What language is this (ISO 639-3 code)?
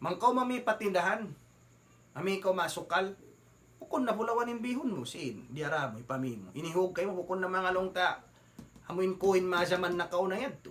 tsg